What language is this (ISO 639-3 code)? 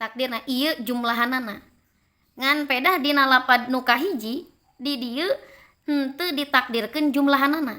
sun